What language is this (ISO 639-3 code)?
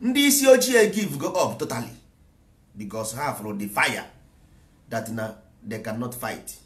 ibo